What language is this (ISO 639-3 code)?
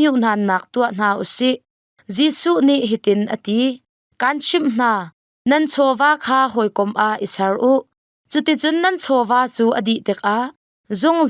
cnh